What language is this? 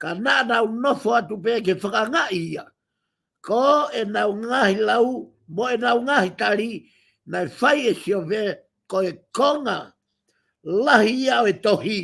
Tongan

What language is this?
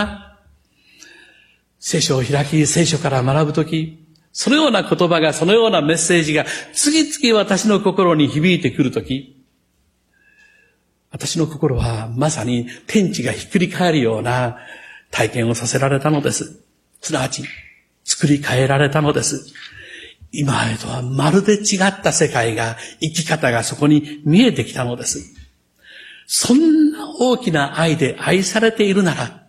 Japanese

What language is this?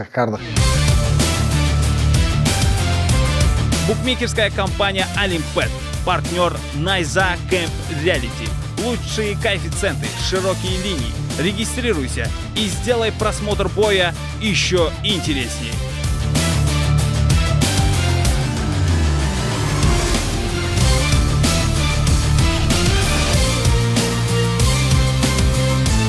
Russian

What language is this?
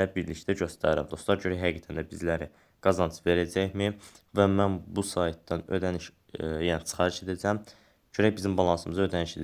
Azerbaijani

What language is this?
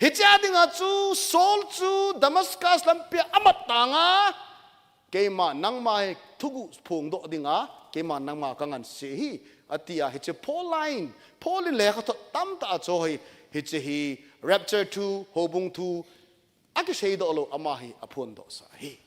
Thado Chin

